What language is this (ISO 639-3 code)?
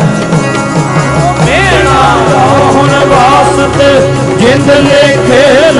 pan